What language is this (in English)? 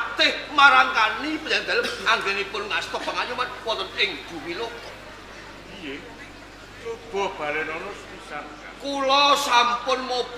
Javanese